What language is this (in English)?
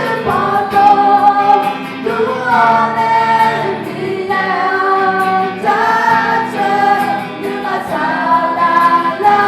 Akha